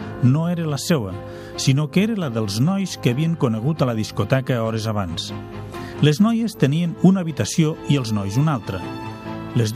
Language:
Catalan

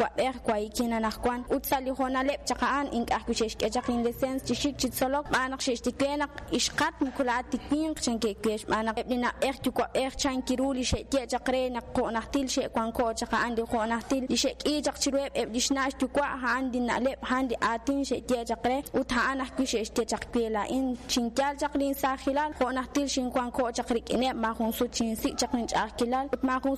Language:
Kekchí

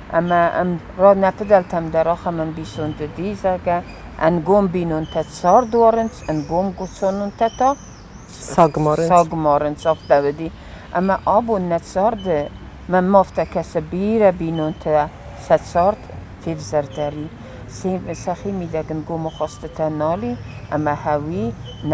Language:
Ossetic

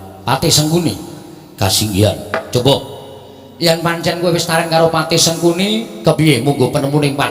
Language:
Javanese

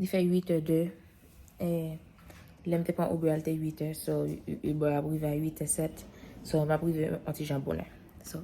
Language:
Haitian Creole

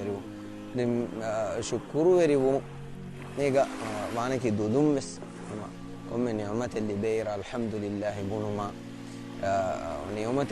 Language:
Divehi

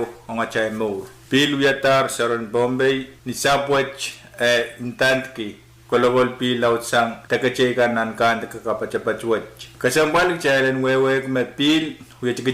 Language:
Pohnpeian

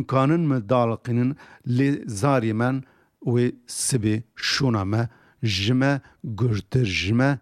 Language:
Kurdish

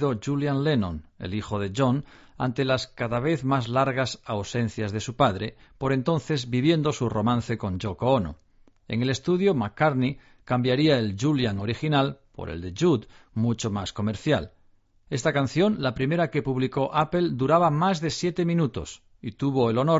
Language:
Spanish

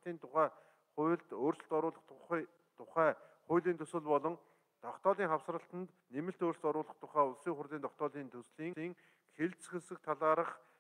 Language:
Mongolian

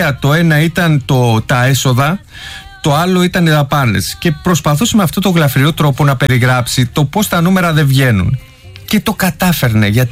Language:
Greek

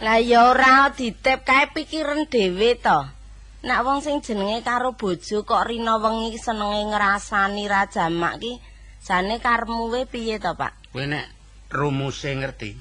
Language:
Javanese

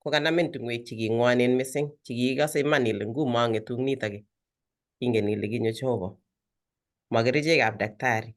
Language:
Kalenjin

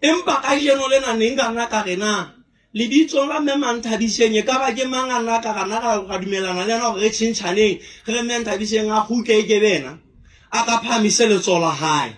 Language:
Southern Sotho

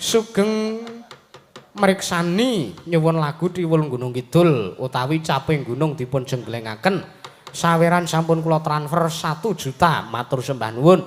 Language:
Javanese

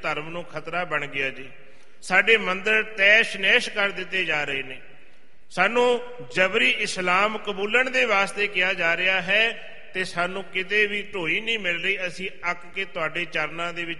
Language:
Punjabi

